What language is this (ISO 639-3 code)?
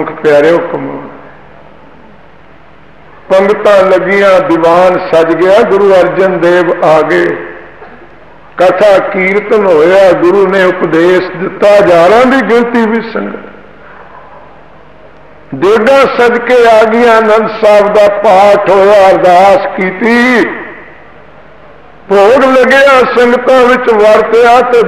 pan